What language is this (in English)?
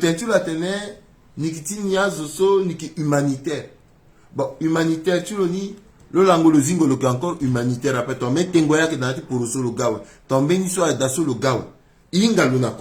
Sango